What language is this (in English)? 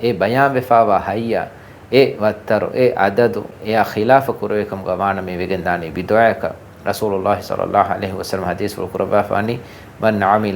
Divehi